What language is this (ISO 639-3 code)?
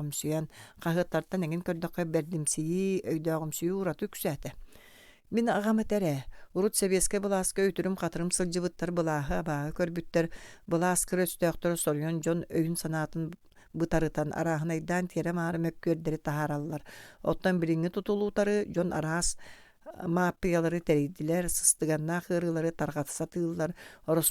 sah